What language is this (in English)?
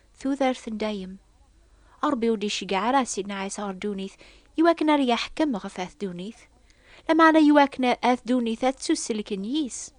Kabyle